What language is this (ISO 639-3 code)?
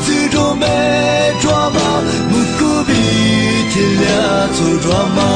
lis